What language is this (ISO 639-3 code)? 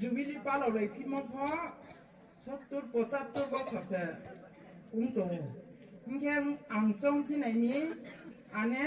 ria